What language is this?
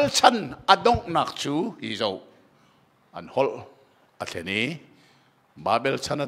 Hakha Chin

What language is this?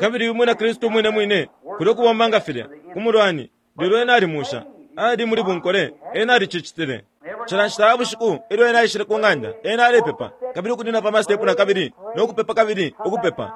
Bemba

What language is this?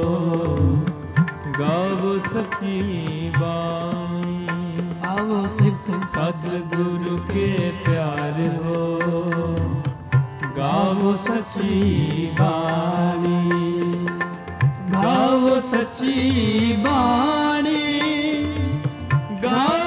Punjabi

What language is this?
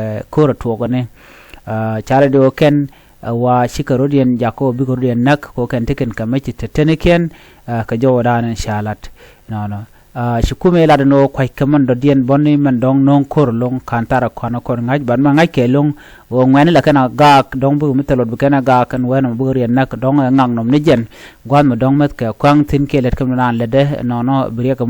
Nuer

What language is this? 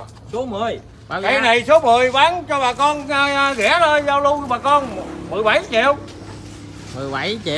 Vietnamese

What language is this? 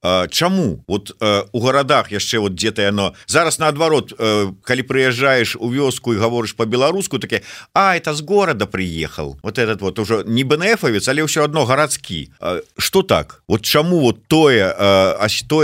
Belarusian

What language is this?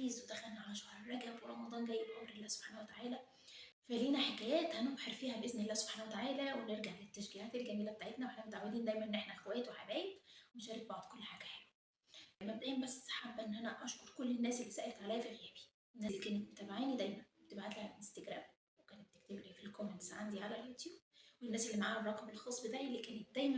Egyptian Arabic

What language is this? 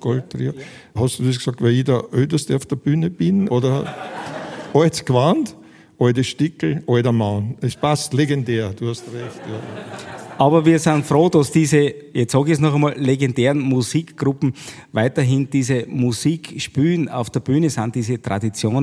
German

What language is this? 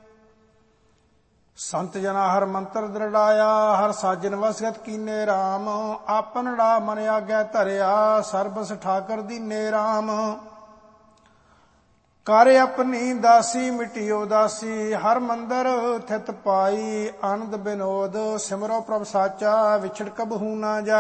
Punjabi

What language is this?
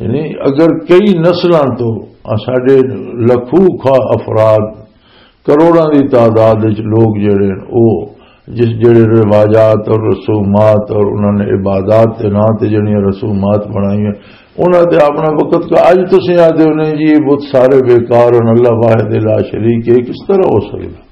Western Panjabi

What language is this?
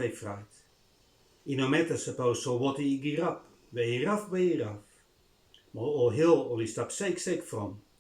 Bislama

